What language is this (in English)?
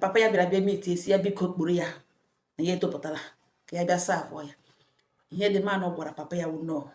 Igbo